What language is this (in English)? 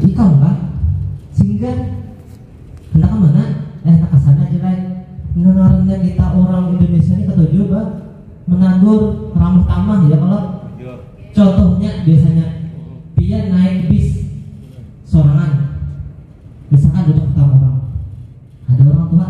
Banjar